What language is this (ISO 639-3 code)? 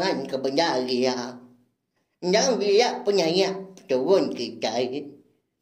iba